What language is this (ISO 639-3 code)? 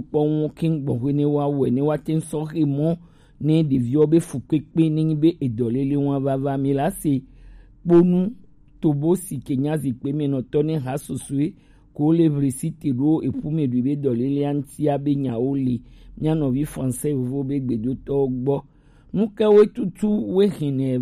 gej